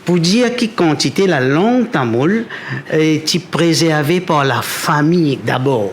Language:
Morisyen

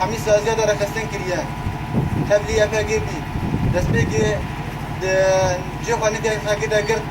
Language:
Kurdish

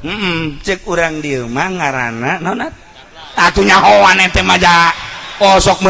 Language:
Sundanese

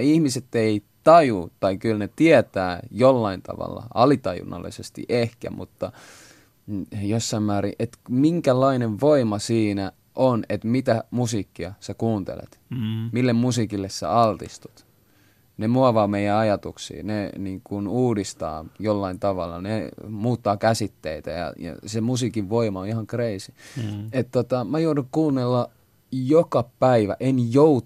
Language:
Finnish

